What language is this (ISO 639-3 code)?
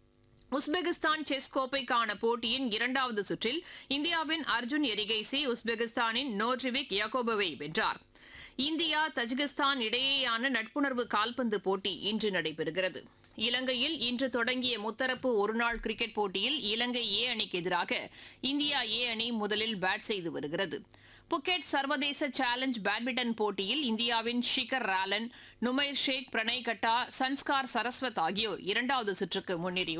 tam